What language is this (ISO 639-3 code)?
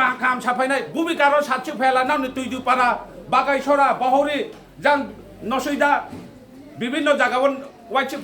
trp